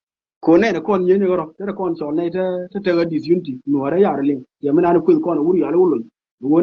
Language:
Nuer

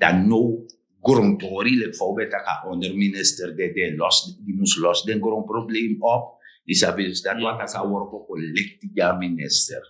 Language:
Sranan Tongo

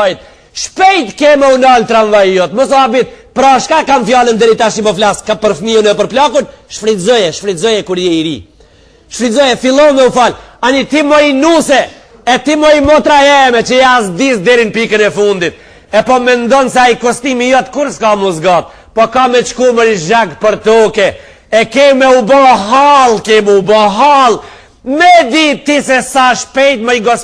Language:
Albanian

